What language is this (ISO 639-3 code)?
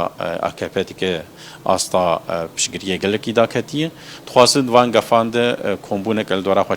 kur